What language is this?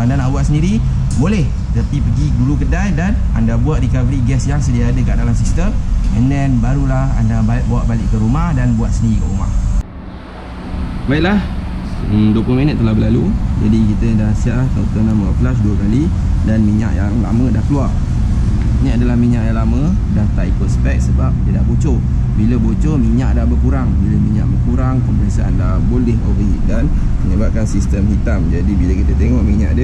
Malay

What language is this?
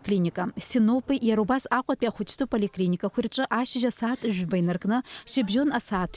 Abkhazian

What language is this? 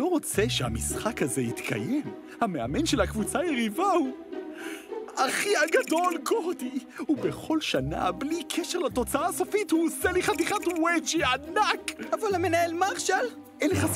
Hebrew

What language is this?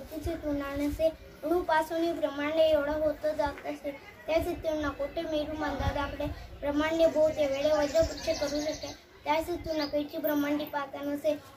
Marathi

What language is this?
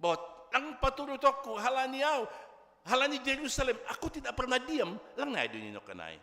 Batak Simalungun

